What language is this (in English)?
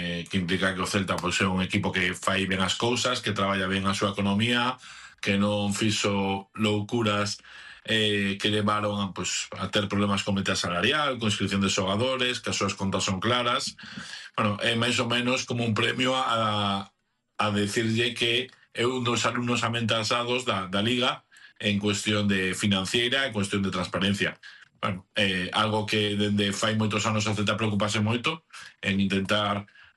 Galician